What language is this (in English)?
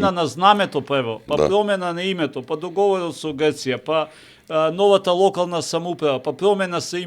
Macedonian